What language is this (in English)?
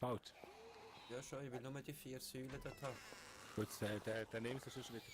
Swiss German